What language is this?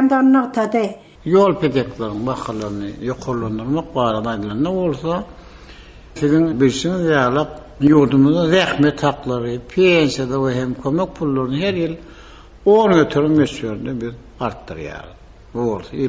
Turkmen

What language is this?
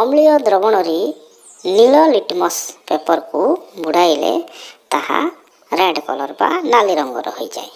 Odia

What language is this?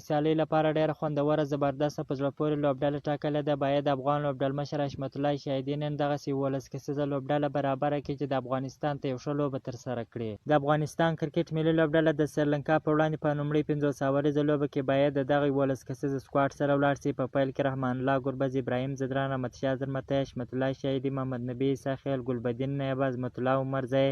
Pashto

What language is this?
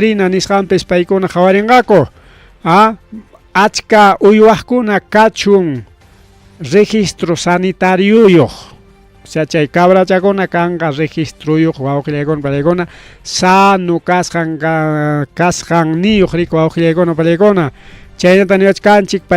Ayacucho Quechua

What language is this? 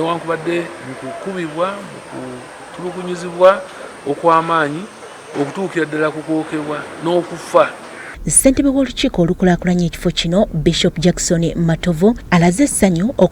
Ganda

